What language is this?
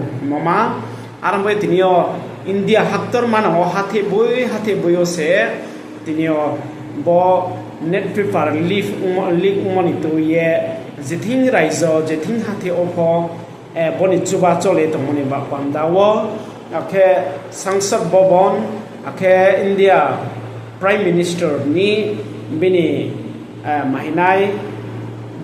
Riang (India)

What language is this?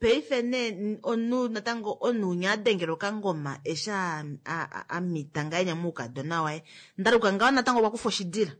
Kuanyama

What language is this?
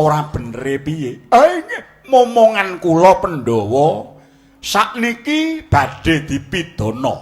Javanese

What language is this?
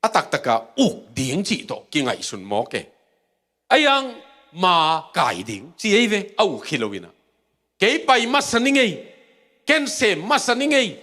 Tedim Chin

